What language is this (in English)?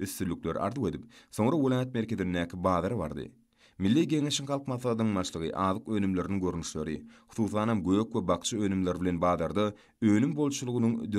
Turkmen